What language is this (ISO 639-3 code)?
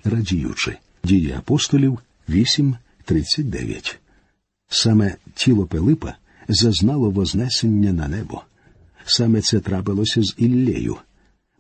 ukr